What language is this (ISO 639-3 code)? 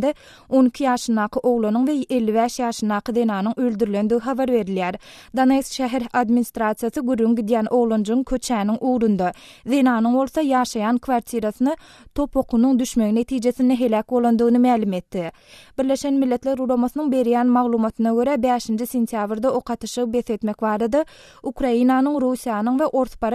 tuk